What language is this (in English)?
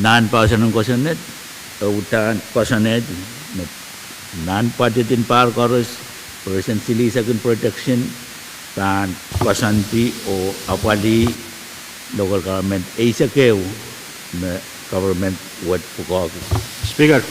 Pohnpeian